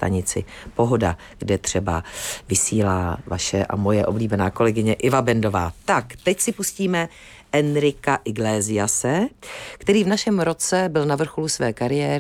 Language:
Czech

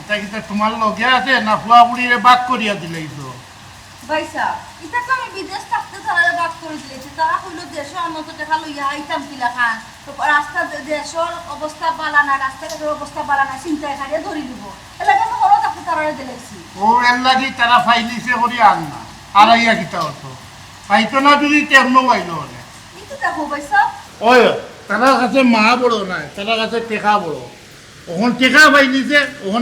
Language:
Sylheti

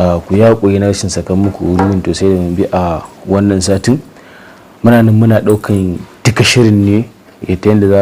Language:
Hausa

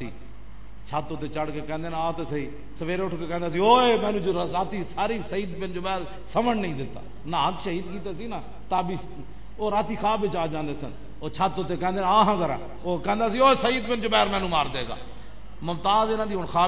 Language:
Western Panjabi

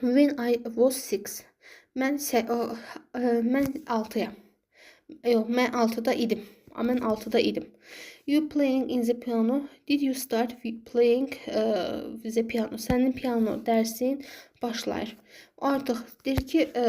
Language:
Azerbaijani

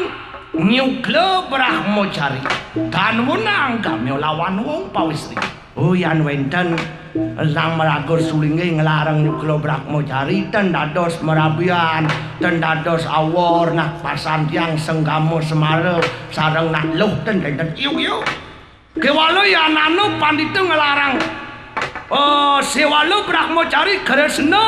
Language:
Balinese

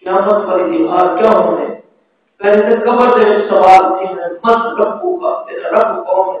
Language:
Saraiki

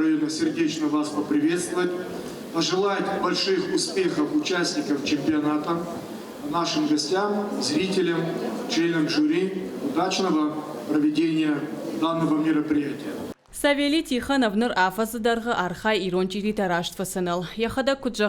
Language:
Ossetic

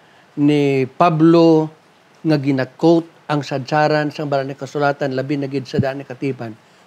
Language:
Hiligaynon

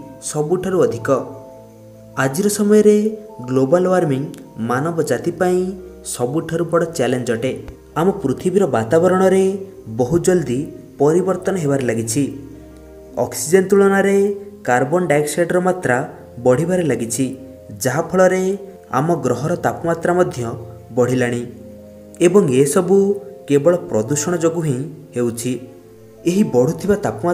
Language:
Odia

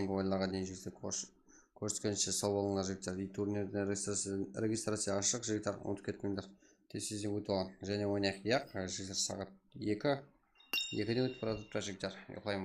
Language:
Kara-Kalpak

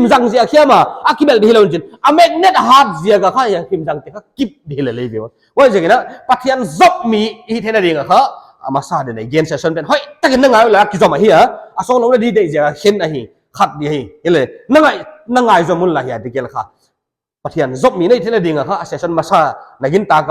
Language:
Paite Chin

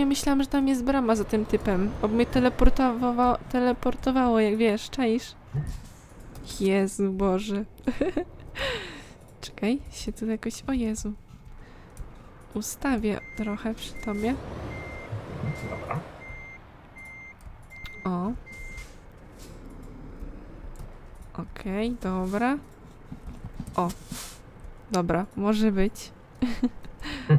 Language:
Polish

